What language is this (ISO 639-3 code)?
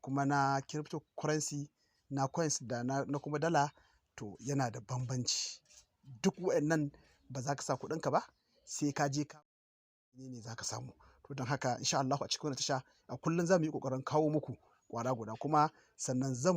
hau